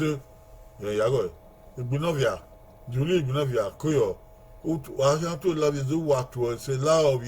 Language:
Bini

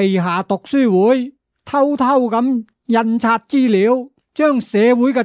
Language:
Cantonese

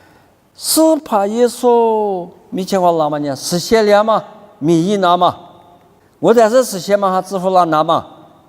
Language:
Lisu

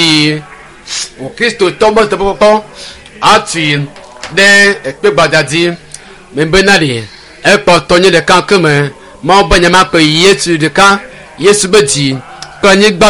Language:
Ewe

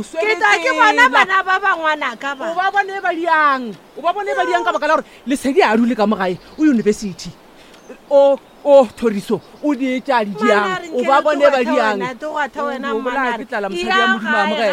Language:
Northern Sotho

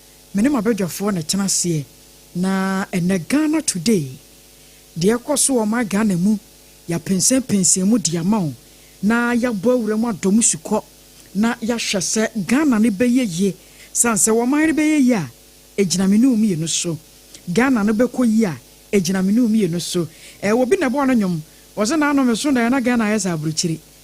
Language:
Akan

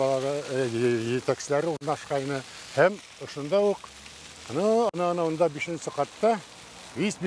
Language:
Bashkir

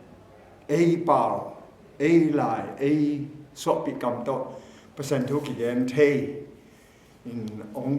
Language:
Tedim Chin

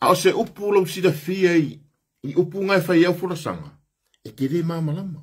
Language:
Samoan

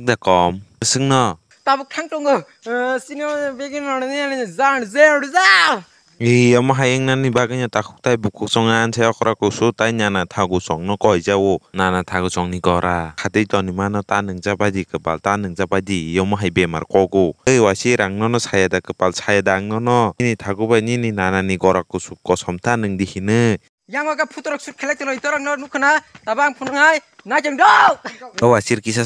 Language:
Kok Borok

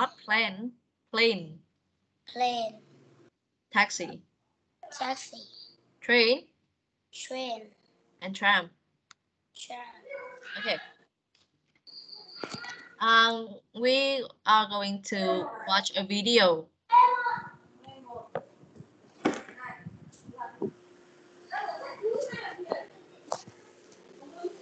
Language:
Vietnamese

